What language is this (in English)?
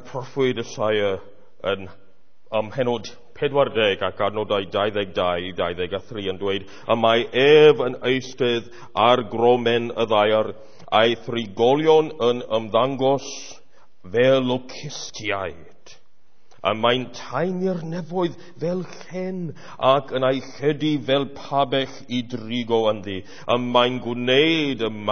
Welsh